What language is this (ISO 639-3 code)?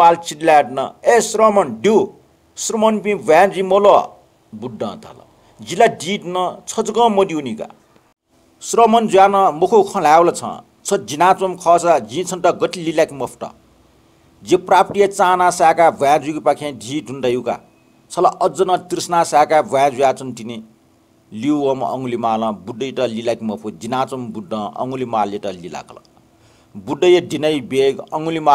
new